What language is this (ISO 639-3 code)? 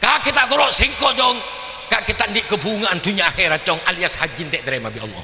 mad